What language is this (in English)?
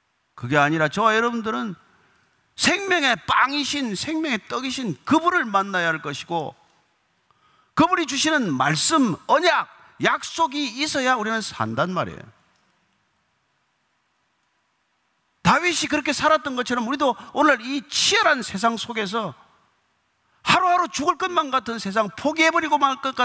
Korean